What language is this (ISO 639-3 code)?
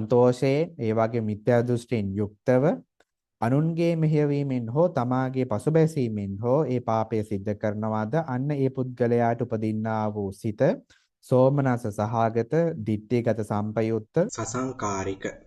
sin